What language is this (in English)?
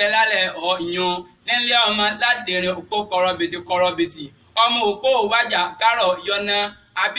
Yoruba